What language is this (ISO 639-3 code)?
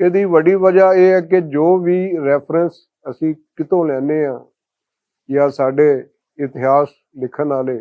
lah